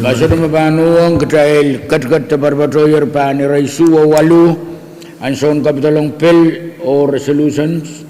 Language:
Pohnpeian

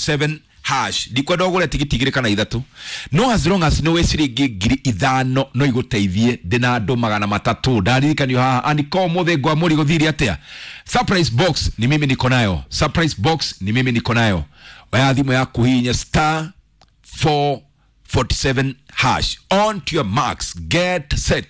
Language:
Kikuyu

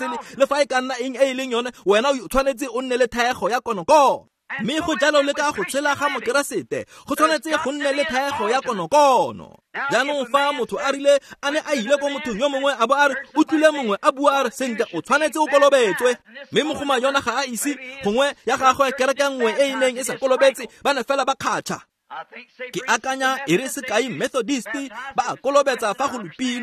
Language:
Tswana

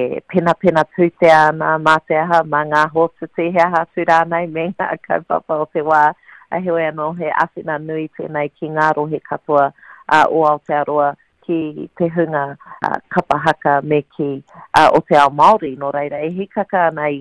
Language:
Māori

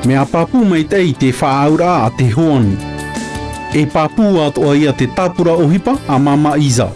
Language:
Tahitian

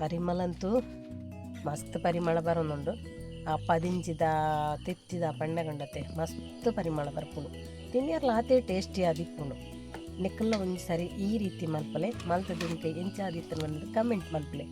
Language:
Tulu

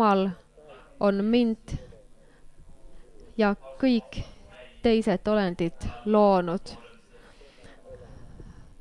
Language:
Estonian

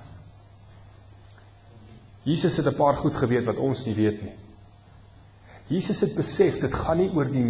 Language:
Afrikaans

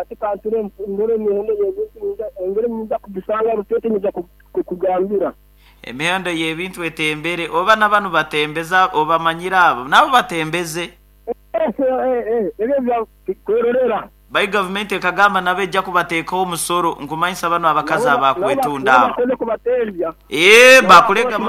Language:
Nyoro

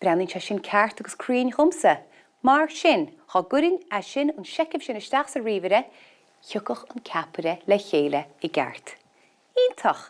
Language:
Irish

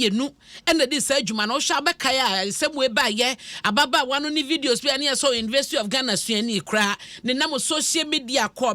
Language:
Akan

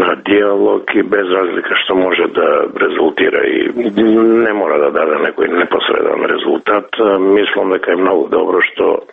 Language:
Macedonian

